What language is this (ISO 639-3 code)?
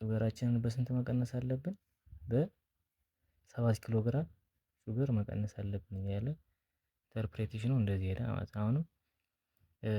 amh